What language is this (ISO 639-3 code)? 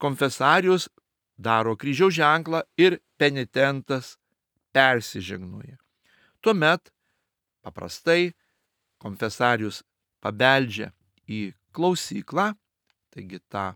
lit